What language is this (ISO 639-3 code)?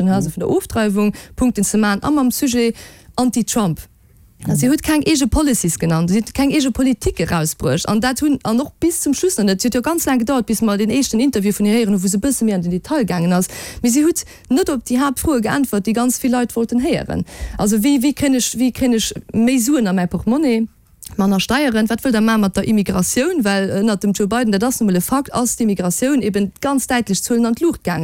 ltz